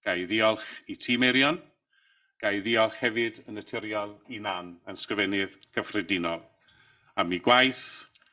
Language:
Welsh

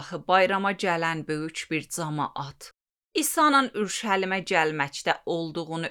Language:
Azerbaijani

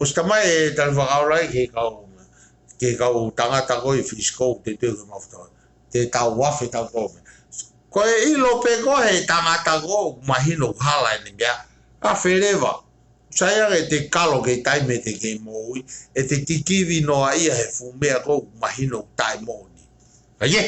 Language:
Tongan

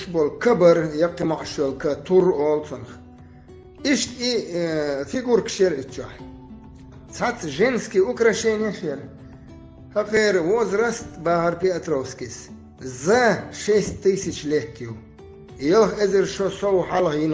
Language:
Chechen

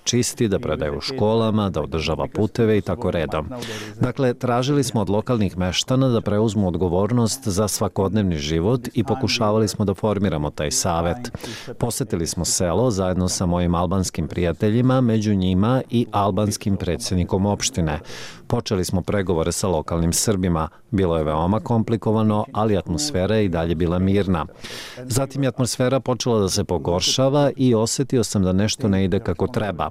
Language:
Bosnian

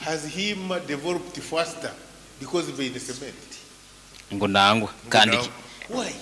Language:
Nyankole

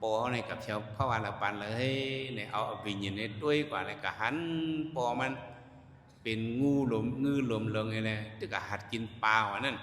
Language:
Shan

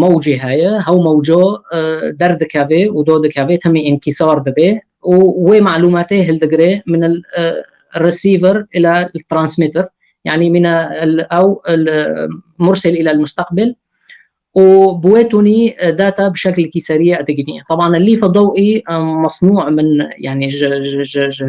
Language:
Kurdish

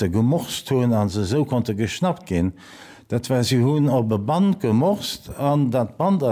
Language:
Luxembourgish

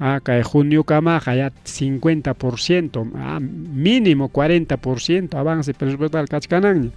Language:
Ayacucho Quechua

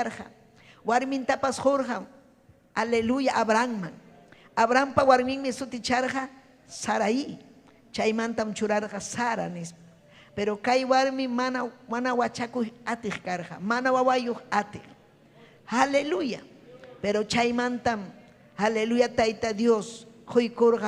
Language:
Ayacucho Quechua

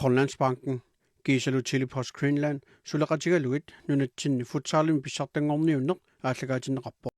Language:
Kalaallisut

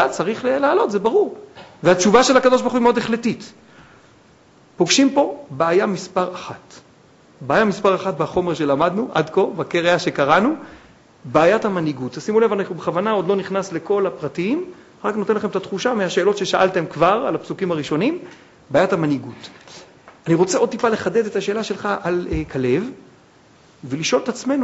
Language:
Hebrew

